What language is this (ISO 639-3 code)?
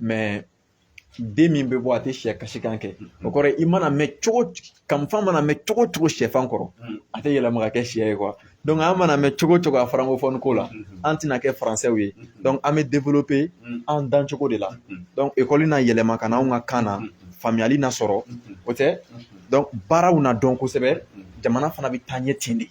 bam